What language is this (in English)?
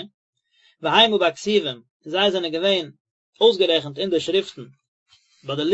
Yiddish